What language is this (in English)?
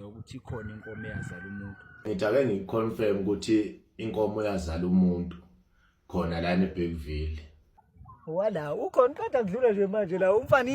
Zulu